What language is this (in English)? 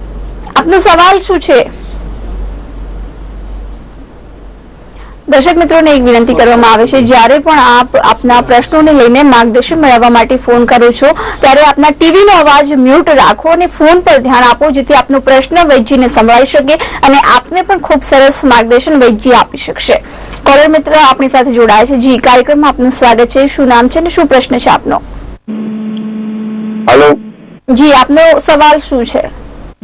Gujarati